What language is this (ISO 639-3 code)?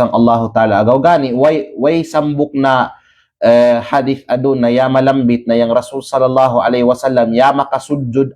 kqe